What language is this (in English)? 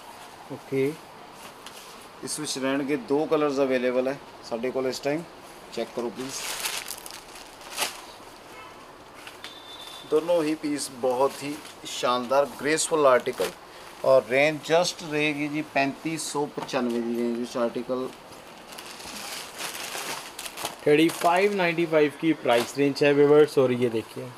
Punjabi